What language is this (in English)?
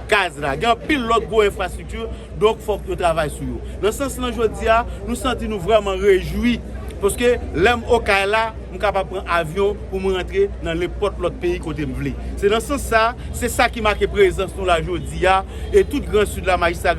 Haitian Creole